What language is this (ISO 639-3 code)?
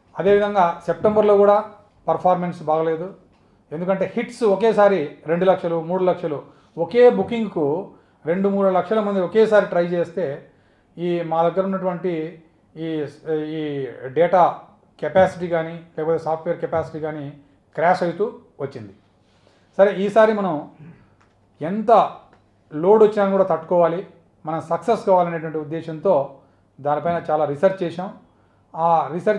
tel